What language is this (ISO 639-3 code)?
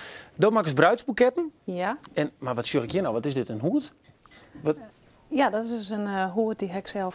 fry